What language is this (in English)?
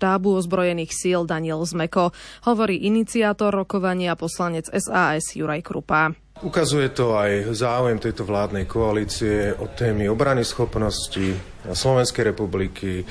Slovak